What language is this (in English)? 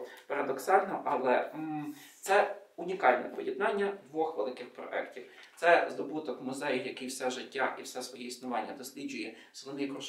Ukrainian